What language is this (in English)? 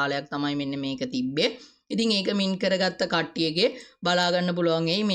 Sinhala